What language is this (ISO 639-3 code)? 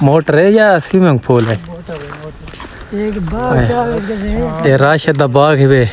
skr